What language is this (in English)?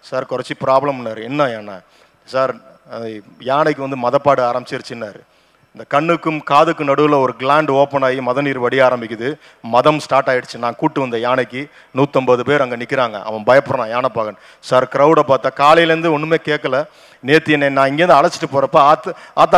Tamil